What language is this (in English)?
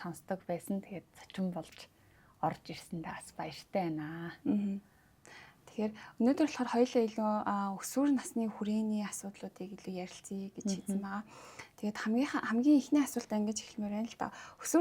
Mongolian